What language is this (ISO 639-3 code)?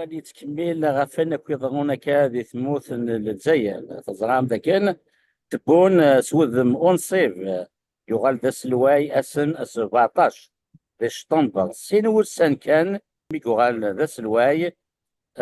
kab